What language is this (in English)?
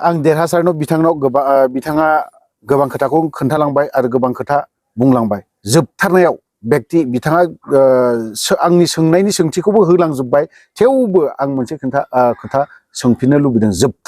Bodo